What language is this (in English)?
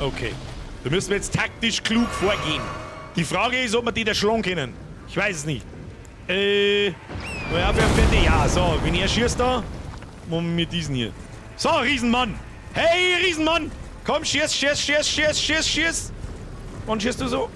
Bavarian